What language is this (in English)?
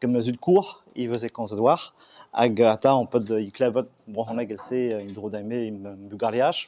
Breton